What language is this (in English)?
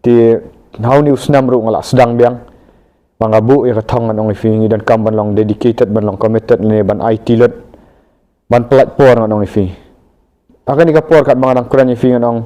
Khasi